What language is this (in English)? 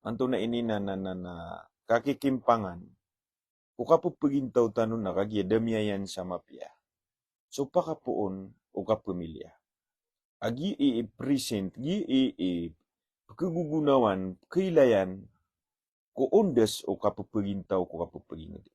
Maranao